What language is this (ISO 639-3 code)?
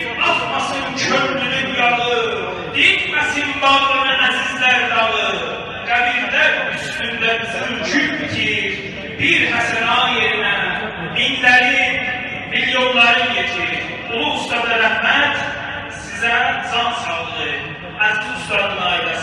azb